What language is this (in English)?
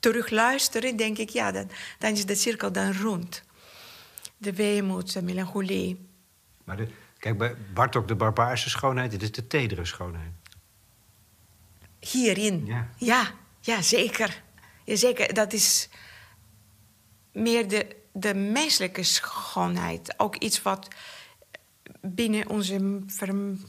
Dutch